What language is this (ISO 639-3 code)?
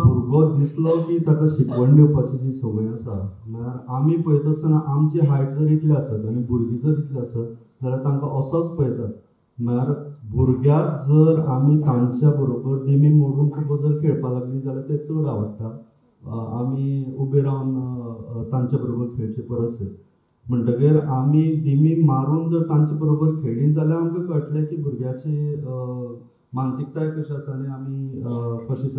kok